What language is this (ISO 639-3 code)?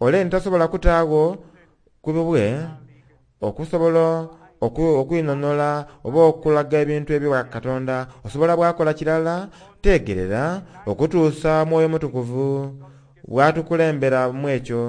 xog